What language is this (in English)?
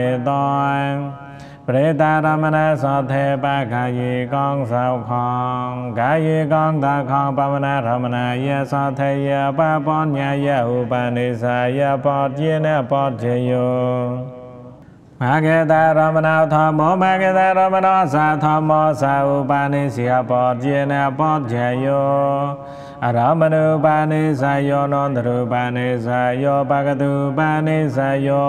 Pali